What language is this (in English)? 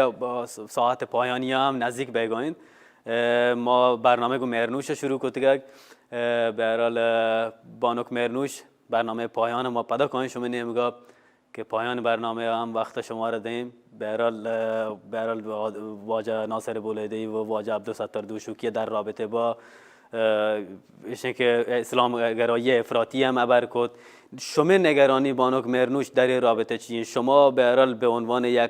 Baluchi